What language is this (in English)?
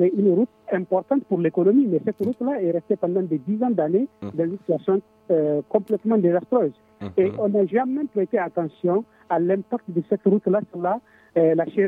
French